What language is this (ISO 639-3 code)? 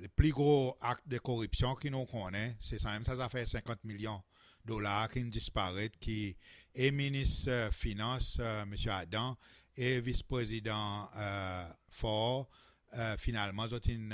crs